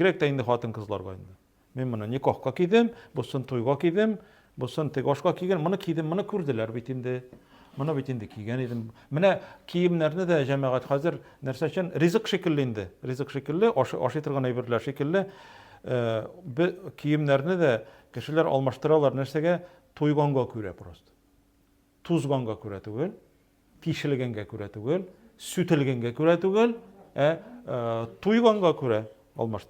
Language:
Tatar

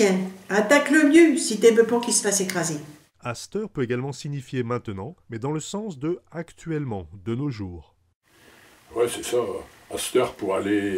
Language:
Picard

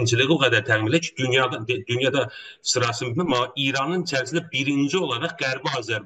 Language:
South Azerbaijani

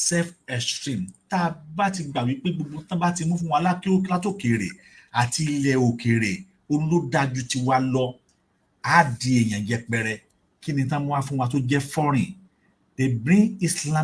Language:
Yoruba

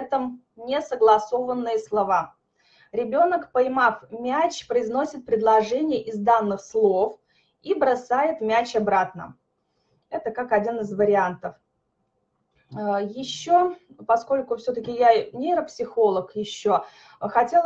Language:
Russian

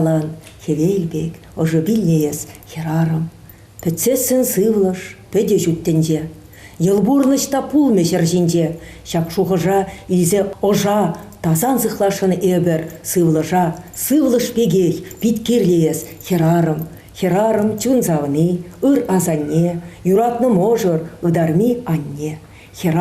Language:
Chuvash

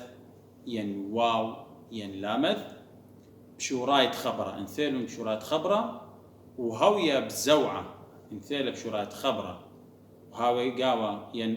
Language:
Assyrian Neo-Aramaic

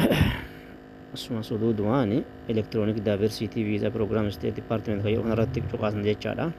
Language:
Oromo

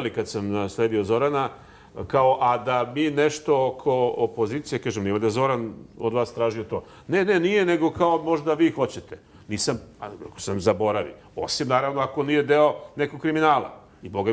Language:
Serbian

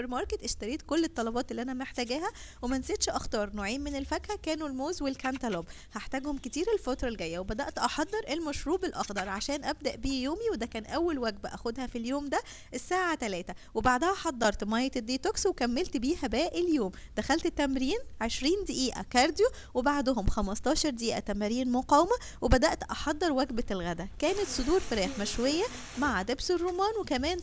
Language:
Egyptian Arabic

